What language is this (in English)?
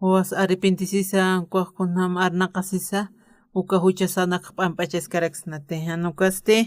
Aymara